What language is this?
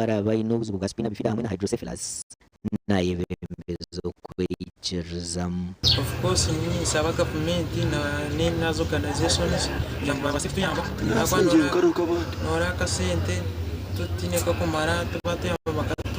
Nyankole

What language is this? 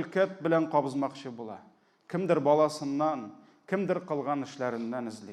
Tatar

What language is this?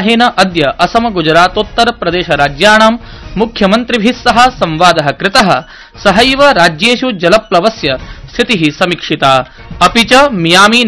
Sanskrit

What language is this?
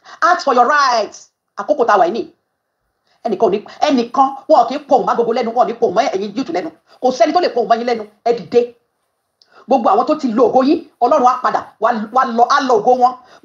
Yoruba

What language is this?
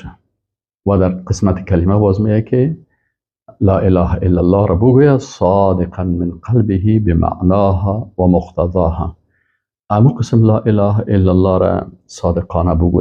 Persian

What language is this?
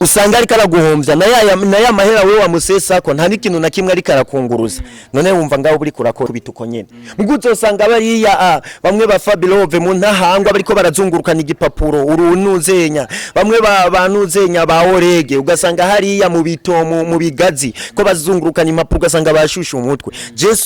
Rundi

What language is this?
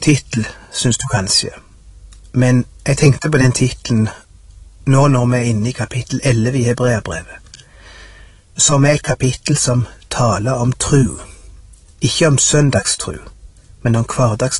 Norwegian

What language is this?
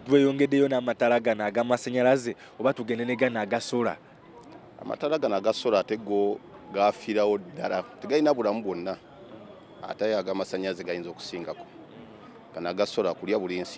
Ganda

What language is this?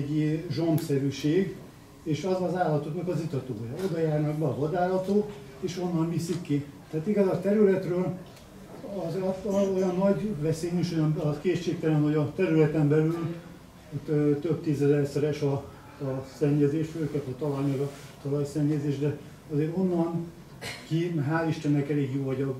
Hungarian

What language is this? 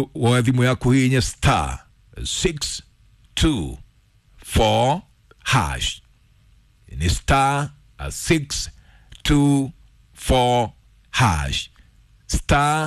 Kikuyu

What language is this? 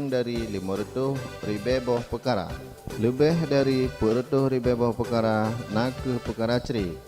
Achinese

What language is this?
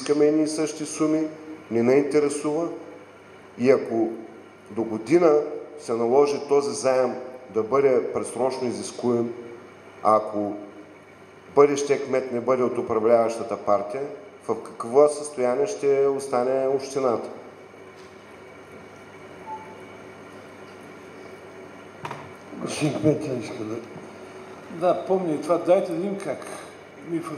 Bulgarian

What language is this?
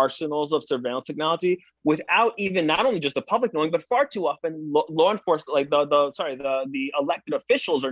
English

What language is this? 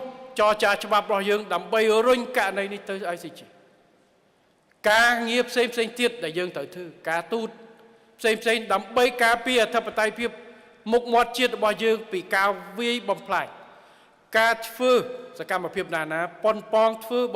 Khmer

